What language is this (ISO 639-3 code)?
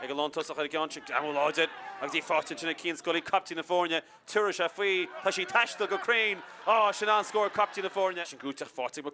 gle